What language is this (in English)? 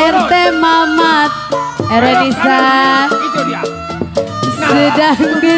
Betawi